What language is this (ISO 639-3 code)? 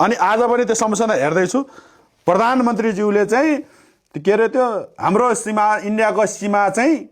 nep